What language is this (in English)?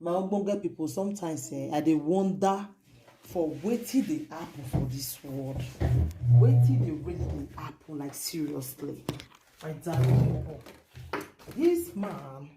Nigerian Pidgin